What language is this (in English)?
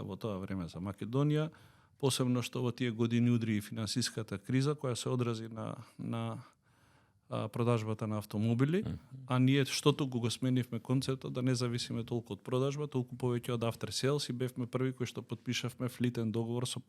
Macedonian